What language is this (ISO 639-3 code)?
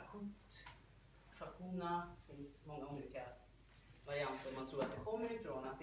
swe